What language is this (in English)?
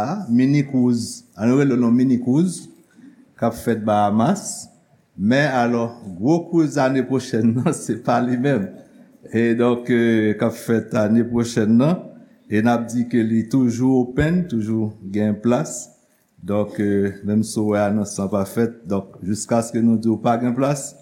Haitian Creole